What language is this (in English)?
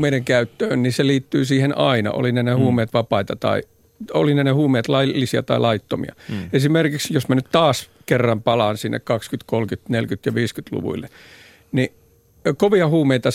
Finnish